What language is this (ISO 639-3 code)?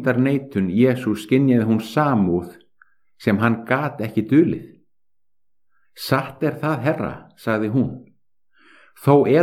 isl